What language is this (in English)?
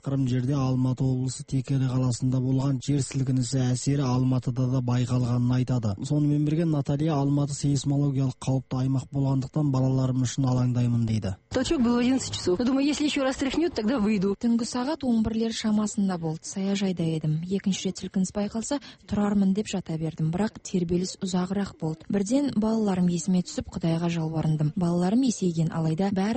Kazakh